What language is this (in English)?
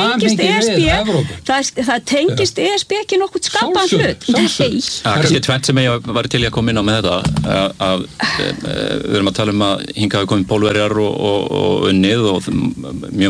Icelandic